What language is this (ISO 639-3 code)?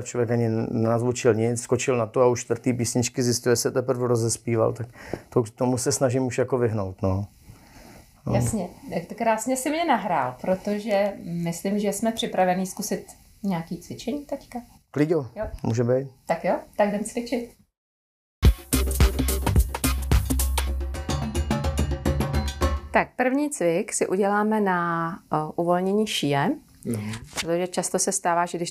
ces